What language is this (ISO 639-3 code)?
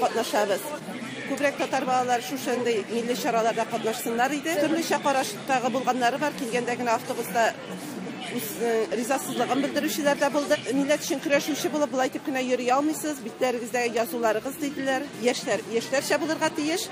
tat